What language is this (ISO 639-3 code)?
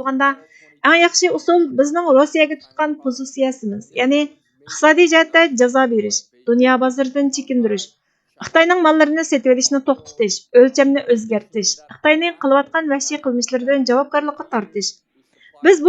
uig